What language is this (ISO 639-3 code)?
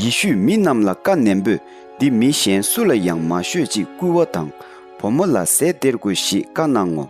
bod